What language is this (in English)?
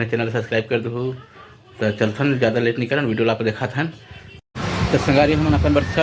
Chhattisgarhi